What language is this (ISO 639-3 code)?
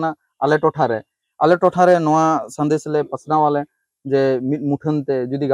sat